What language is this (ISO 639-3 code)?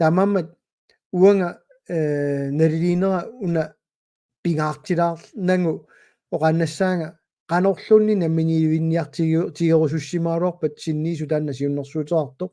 kal